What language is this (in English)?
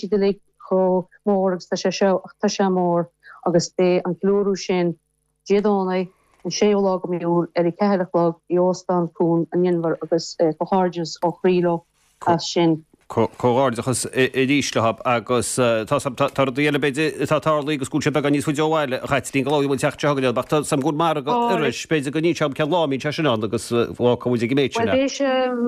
Irish